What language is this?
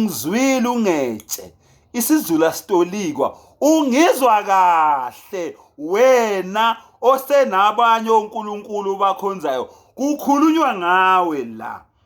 Zulu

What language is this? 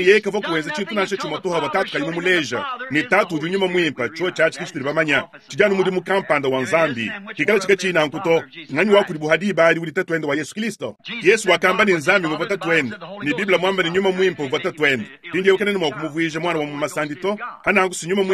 Luba-Lulua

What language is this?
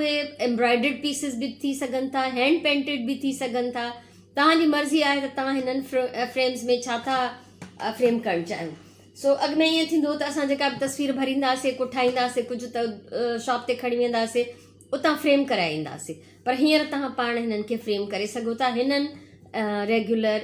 Sindhi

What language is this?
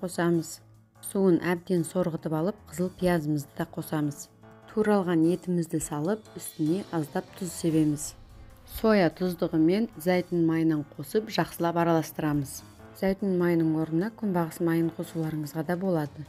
Kazakh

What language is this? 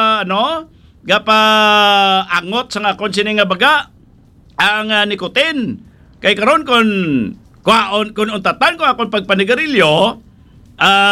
Hiligaynon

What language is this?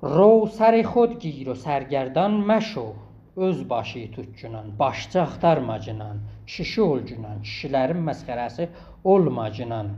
South Azerbaijani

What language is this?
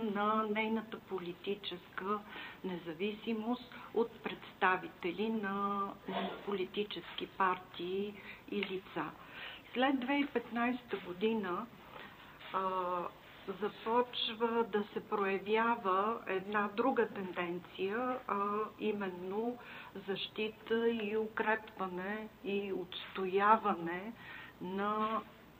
Bulgarian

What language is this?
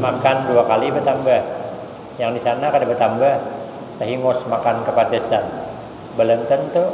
Banjar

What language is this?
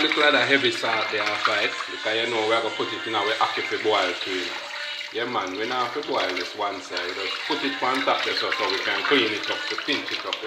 Jamaican Creole English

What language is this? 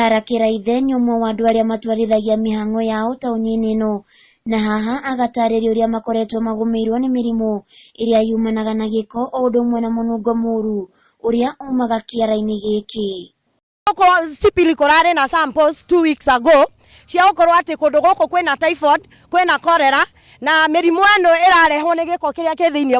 Kikuyu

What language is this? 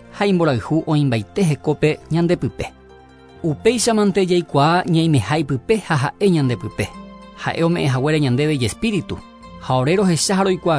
Guarani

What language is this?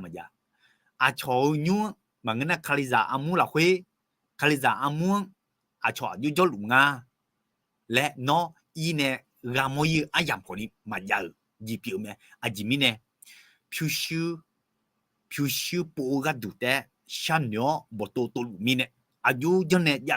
Akha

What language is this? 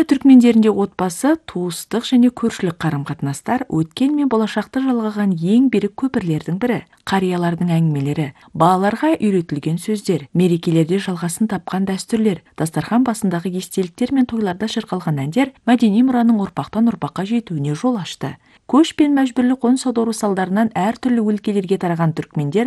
Kazakh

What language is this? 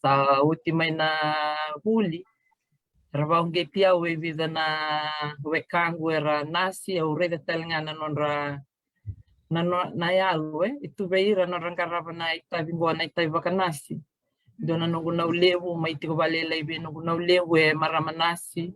Fijian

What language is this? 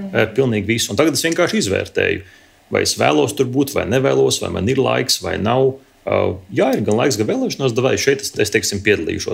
Latvian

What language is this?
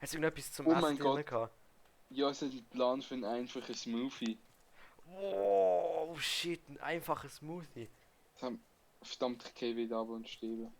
Swiss German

